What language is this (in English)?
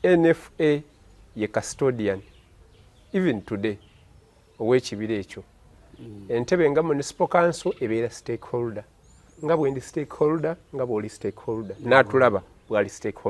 Ganda